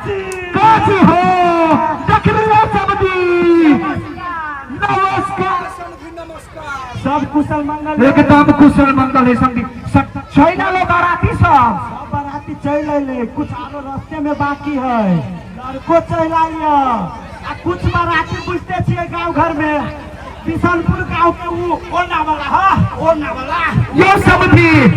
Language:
Maithili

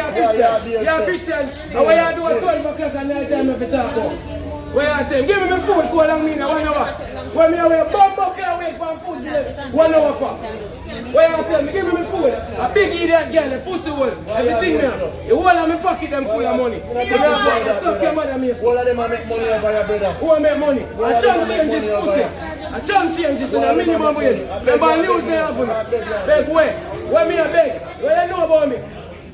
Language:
Jamaican Creole English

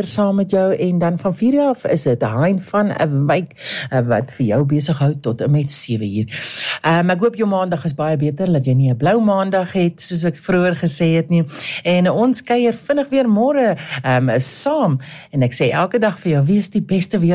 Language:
Afrikaans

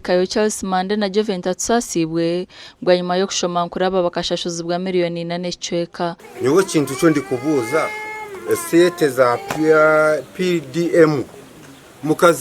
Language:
Nyankole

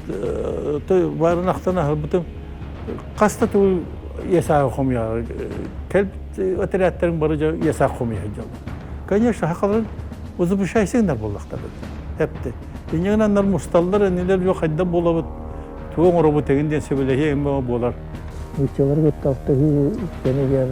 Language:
Yakut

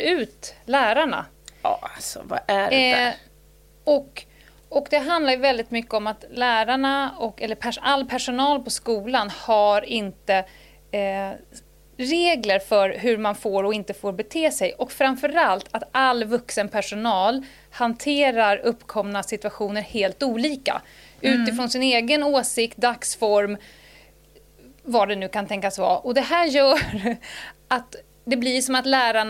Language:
Swedish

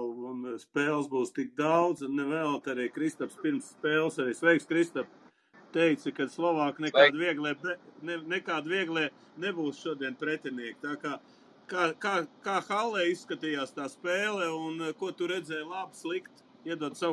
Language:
Latvian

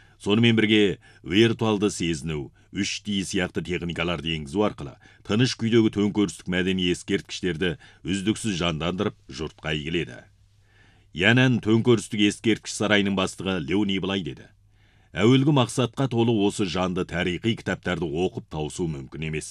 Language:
Kazakh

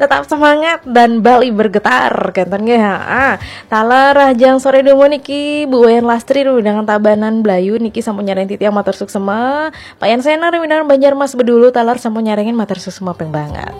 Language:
Balinese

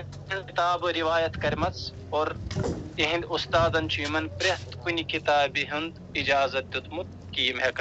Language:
Kashmiri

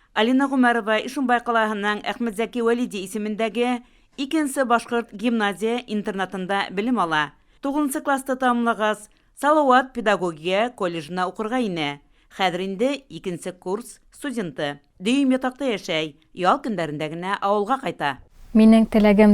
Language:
Bashkir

